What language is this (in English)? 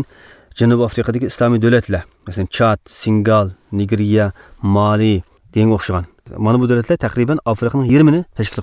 Uyghur